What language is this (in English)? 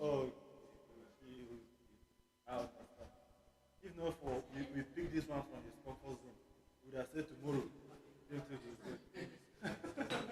Tyap